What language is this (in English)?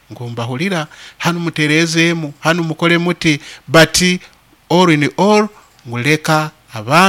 Nyoro